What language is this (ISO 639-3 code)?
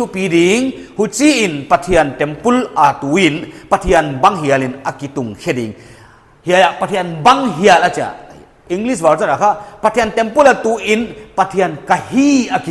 pck